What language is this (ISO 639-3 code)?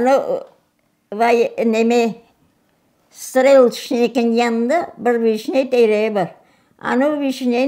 crh